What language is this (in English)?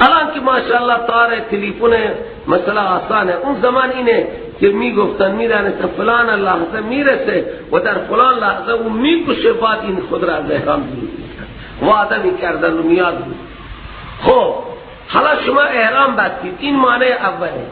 Persian